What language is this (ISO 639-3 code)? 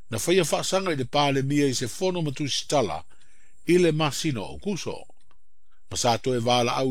smo